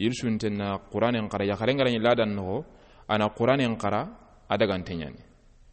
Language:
Soninke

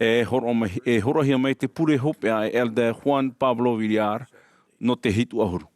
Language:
Tahitian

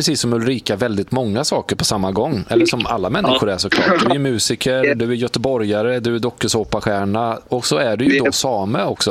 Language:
Swedish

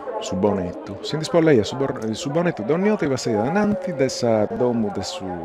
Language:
Sardinian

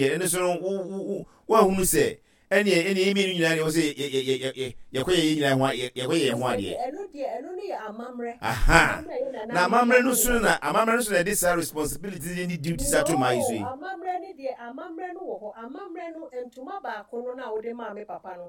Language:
Akan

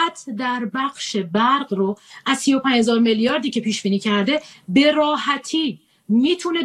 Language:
Persian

